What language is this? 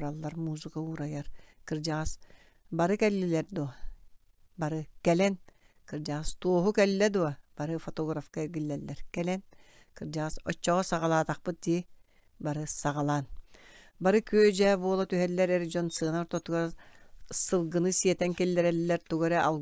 Yakut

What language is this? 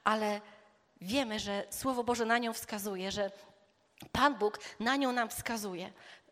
Polish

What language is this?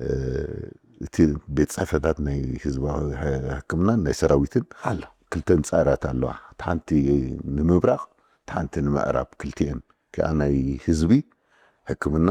Tigrinya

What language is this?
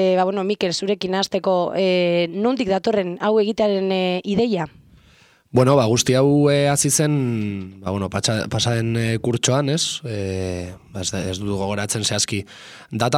Basque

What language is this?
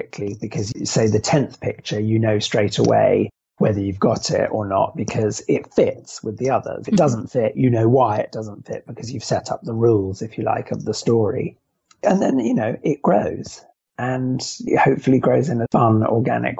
English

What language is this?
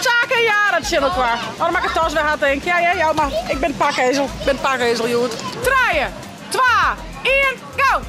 Western Frisian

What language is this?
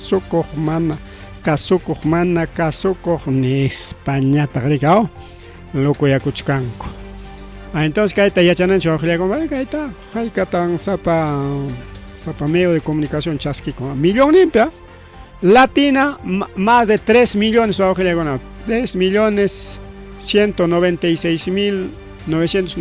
Ayacucho Quechua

